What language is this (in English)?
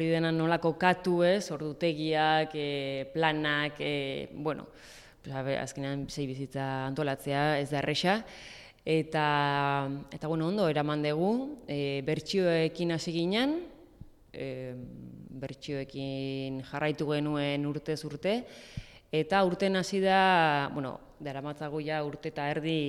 Basque